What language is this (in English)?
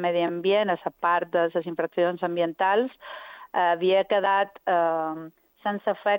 Catalan